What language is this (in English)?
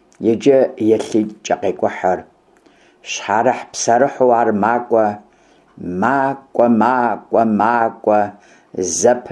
Kabardian